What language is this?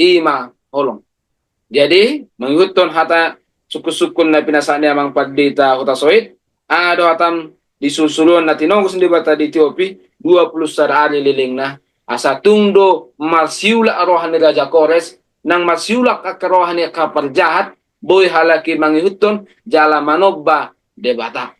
Batak Toba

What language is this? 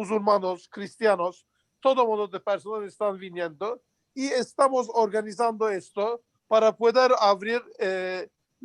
Ladino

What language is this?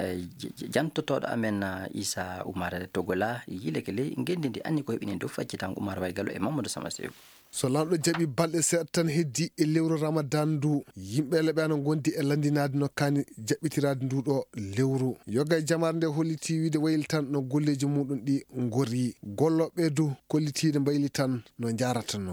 Maasina Fulfulde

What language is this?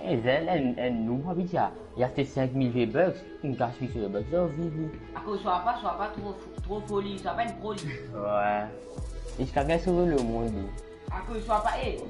Morisyen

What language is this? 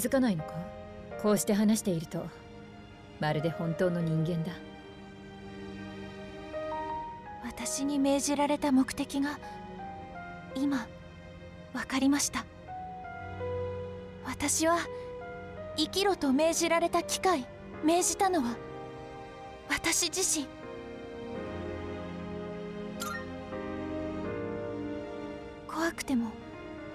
Japanese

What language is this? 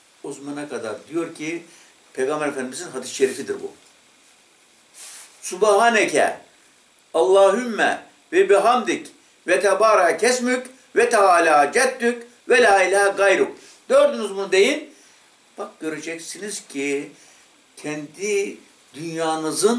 Turkish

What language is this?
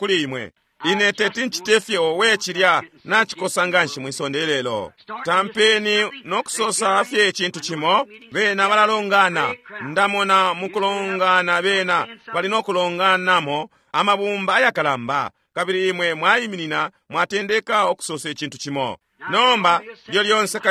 Bemba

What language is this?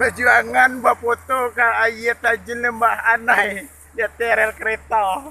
Minangkabau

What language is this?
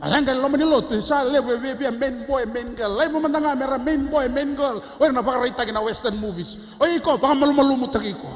Fijian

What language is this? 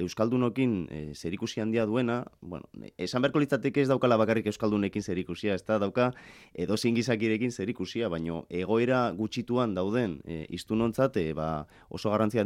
Basque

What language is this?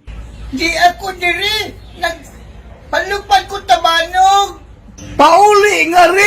Cebuano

